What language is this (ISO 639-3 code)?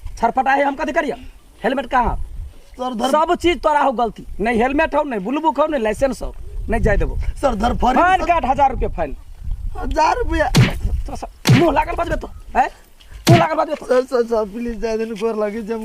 mai